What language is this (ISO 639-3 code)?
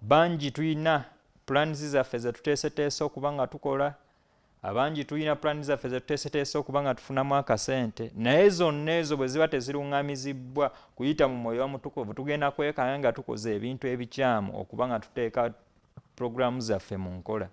lug